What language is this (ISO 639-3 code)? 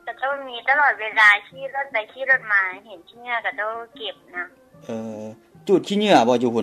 lao